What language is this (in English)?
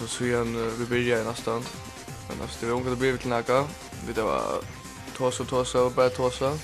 Faroese